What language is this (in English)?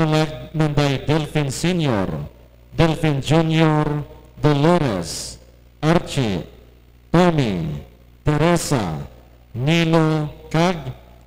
Hiligaynon